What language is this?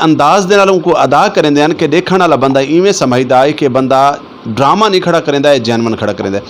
Saraiki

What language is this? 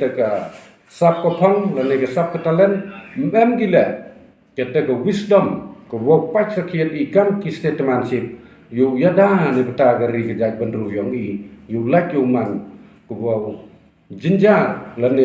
Pnar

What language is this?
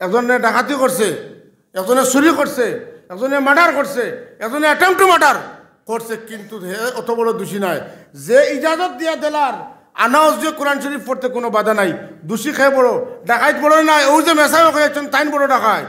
Sylheti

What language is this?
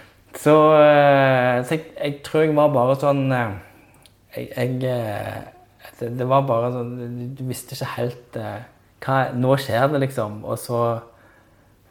Norwegian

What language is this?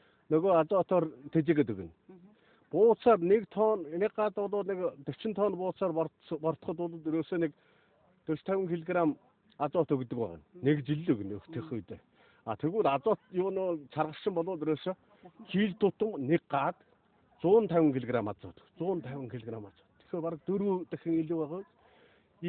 Mongolian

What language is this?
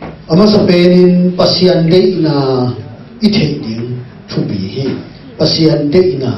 Tedim Chin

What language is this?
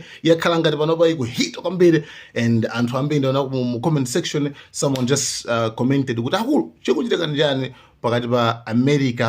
Nyanja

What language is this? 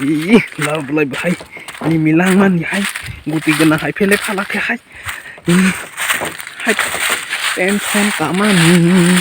Kok Borok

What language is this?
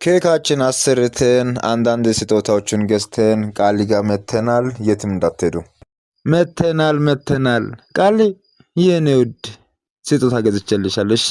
Amharic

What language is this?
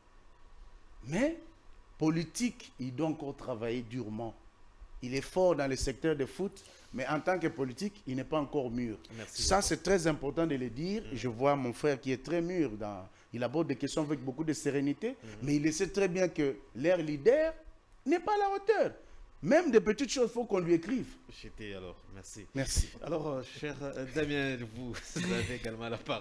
French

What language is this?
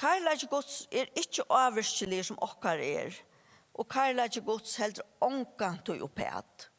Faroese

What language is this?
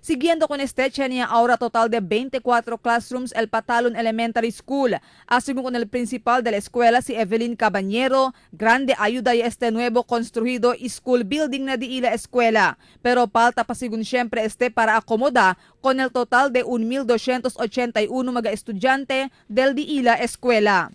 Chavacano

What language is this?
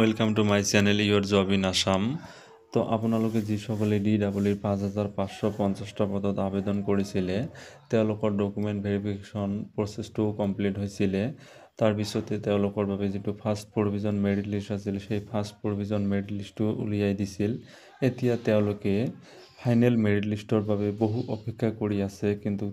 Assamese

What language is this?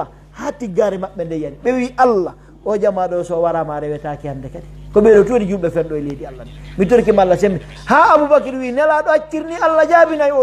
Pular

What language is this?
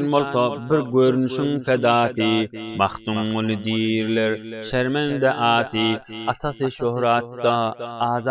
Turkmen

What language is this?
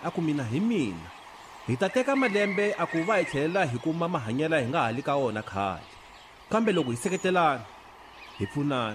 Tsonga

